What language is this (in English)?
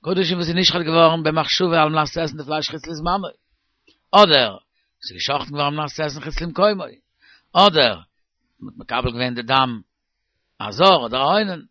Yiddish